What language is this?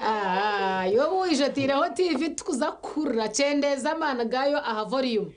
Nyankole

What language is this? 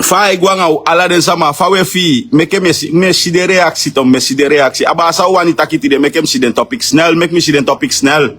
Sranan Tongo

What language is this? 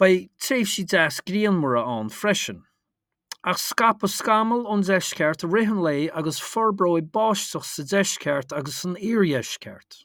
Irish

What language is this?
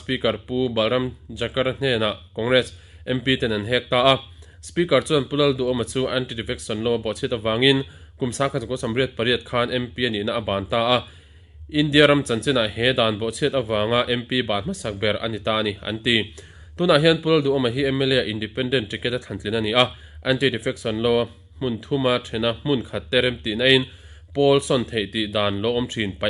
Mizo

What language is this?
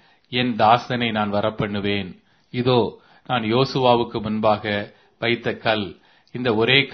Tamil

